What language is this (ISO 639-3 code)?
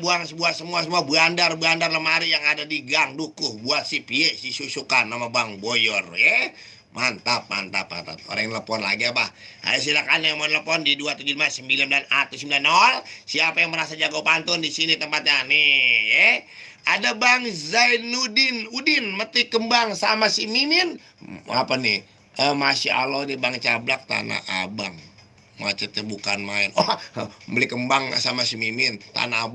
bew